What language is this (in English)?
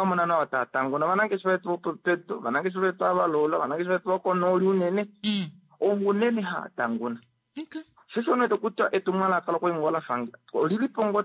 Kuanyama